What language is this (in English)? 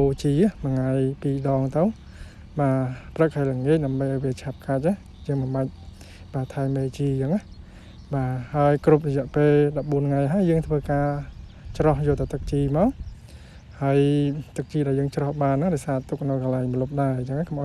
Khmer